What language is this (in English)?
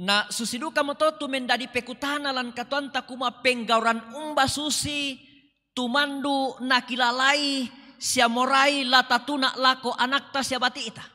Toraja-Sa'dan